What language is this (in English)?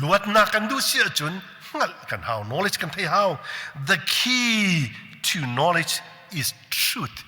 Hakha Chin